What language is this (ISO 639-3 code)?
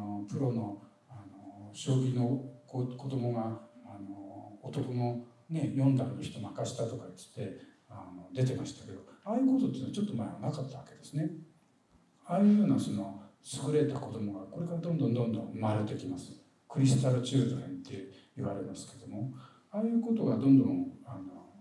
jpn